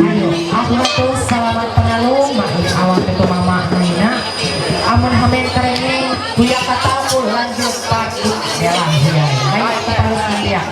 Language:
Ma'anyan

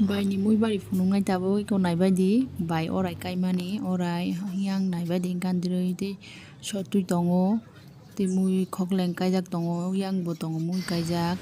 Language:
Kok Borok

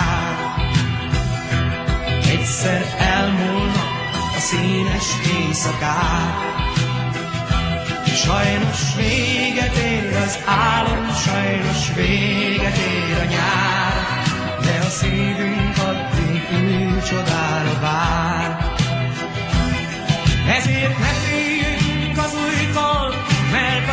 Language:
Hungarian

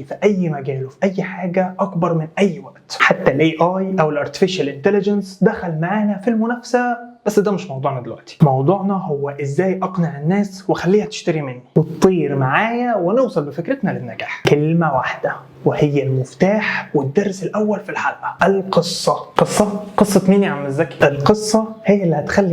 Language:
Egyptian Arabic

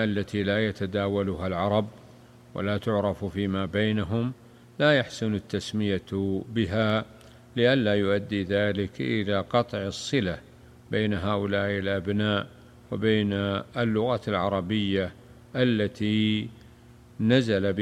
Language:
Arabic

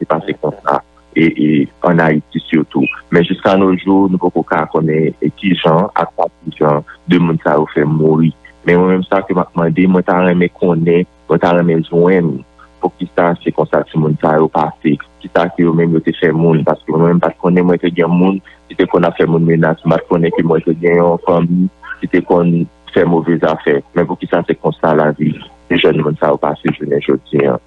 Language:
Haitian Creole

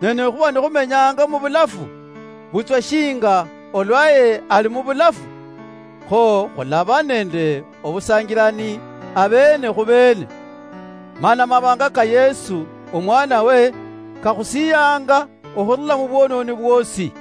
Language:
Luyia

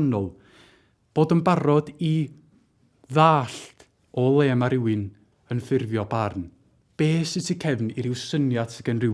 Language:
Welsh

